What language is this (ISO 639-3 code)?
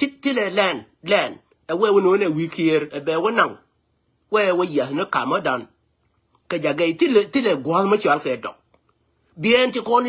nus